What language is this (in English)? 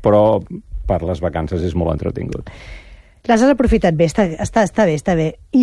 Catalan